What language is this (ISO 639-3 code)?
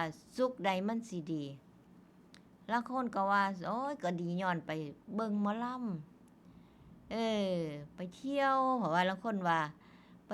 tts